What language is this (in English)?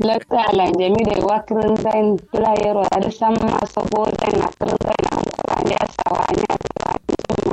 Kanuri